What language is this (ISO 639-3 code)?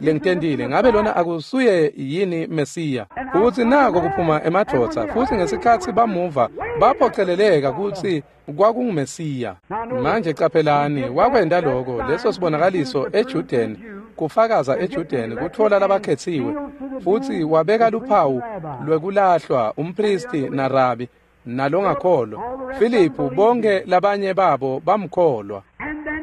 ssw